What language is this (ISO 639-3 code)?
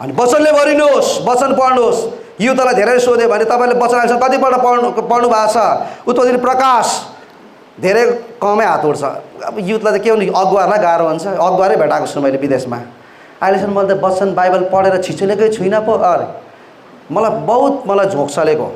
nep